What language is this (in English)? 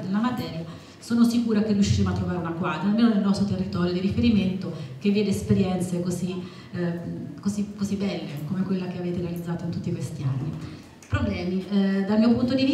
Italian